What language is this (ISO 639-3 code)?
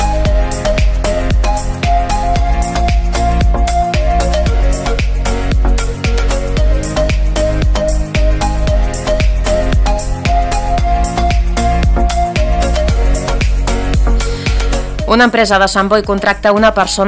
cat